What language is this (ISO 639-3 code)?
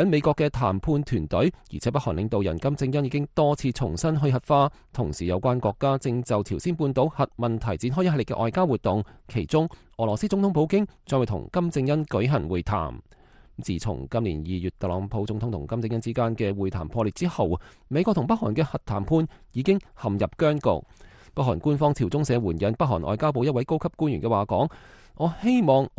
yue